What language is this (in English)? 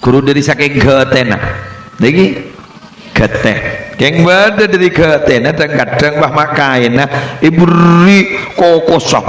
Madurese